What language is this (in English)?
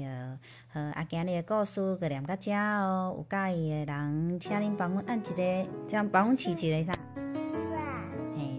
Min Nan Chinese